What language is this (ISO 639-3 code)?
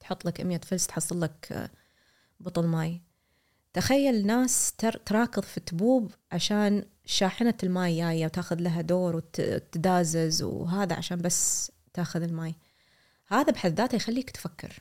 afb